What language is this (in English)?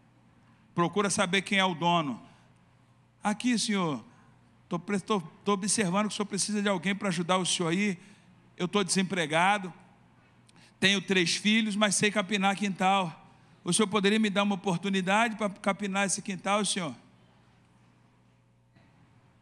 Portuguese